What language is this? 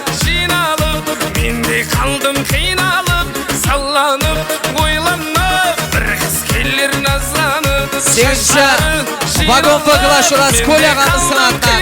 Kara-Kalpak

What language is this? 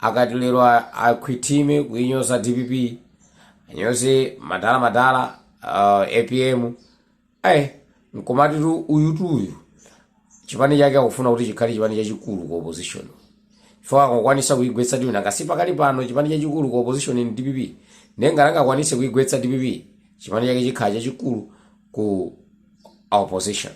Nyanja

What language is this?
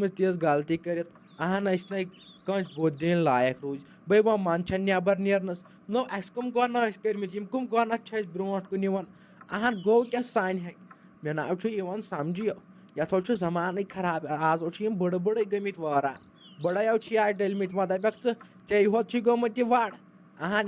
Kashmiri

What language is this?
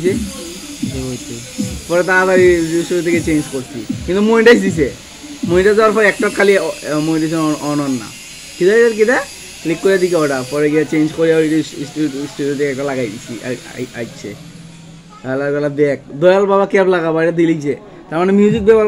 Bangla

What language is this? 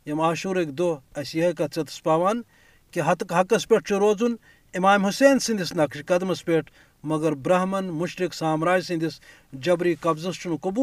Kashmiri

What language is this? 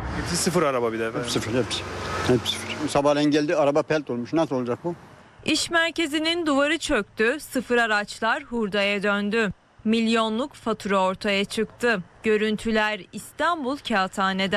Turkish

